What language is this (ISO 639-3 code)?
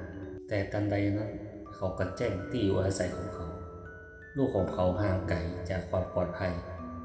nod